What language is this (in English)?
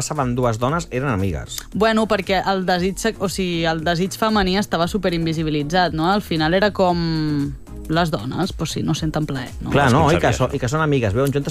Catalan